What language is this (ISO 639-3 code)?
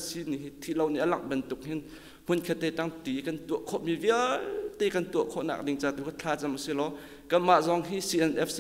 cnh